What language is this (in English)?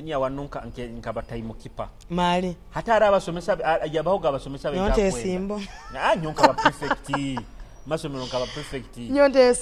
Nyoro